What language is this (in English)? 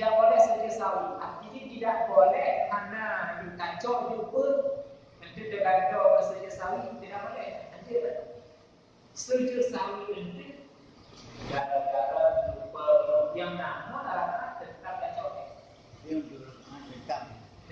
Achinese